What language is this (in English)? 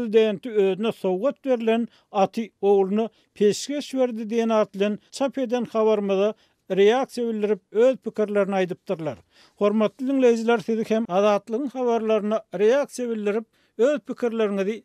Turkmen